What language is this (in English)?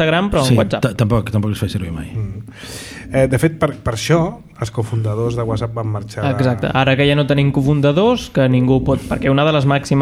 Catalan